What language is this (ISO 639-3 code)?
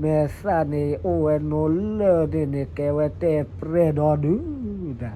ksw